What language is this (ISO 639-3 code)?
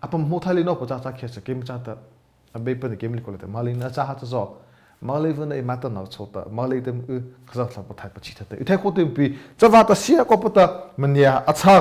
mrh